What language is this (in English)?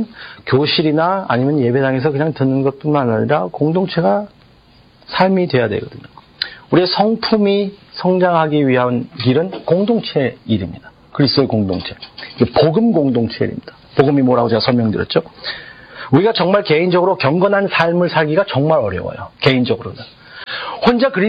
Korean